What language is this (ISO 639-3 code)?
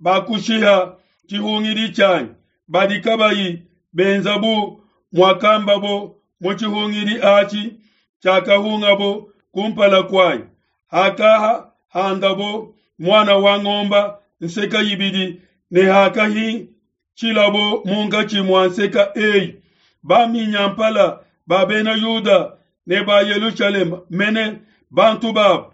lua